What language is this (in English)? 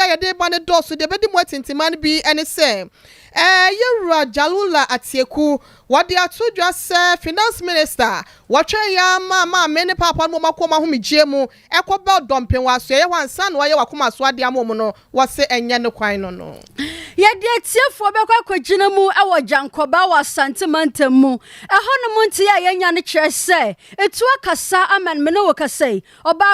Akan